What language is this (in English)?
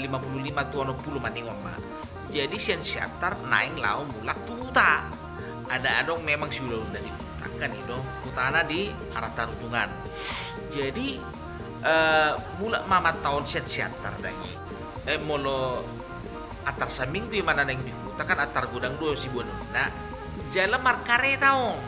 Batak Toba